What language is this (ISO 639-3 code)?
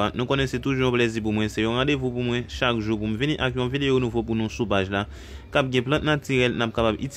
hat